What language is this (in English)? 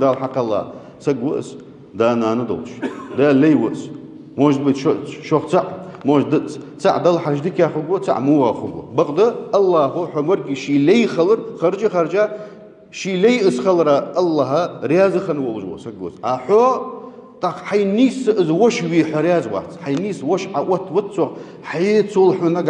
Ingush